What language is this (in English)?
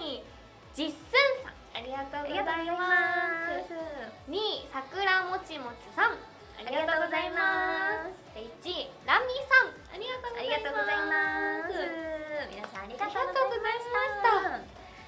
Japanese